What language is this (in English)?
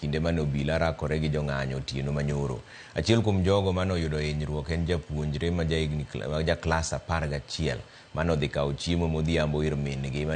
Luo (Kenya and Tanzania)